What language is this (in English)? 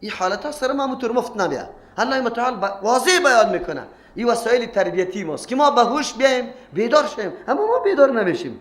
Persian